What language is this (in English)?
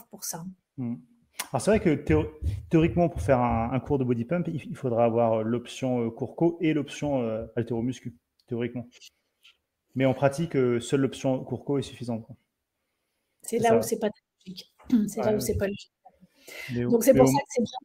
French